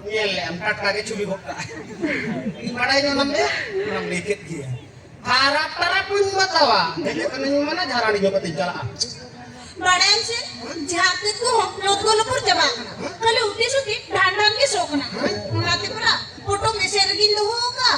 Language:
Santali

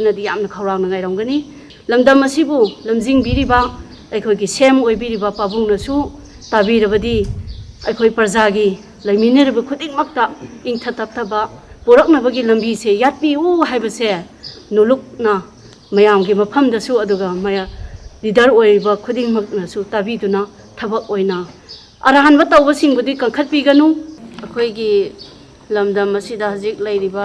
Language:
Manipuri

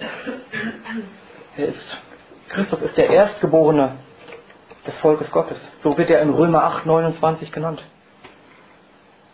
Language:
German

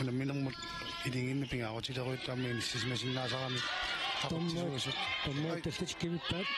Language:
Kalaallisut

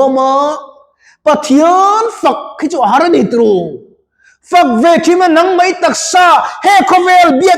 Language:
Mizo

